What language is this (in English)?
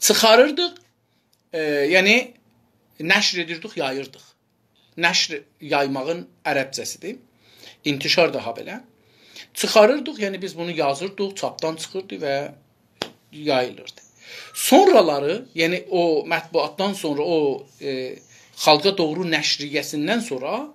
South Azerbaijani